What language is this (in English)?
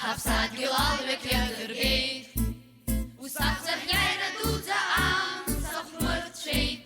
Abkhazian